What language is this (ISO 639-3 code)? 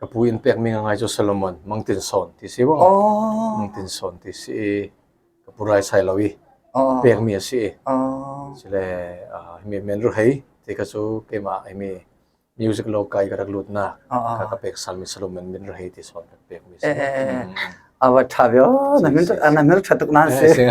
cfm